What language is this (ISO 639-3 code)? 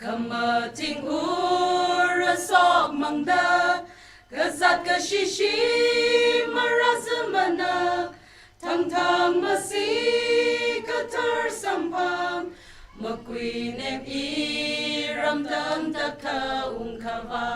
nmf